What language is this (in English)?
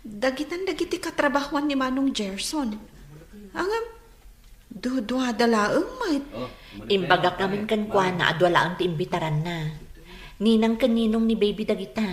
Iloko